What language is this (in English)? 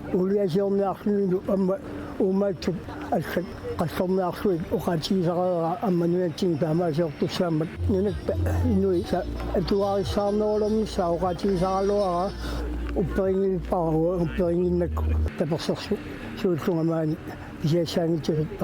Kalaallisut